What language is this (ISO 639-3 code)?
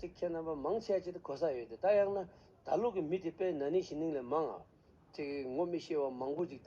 bod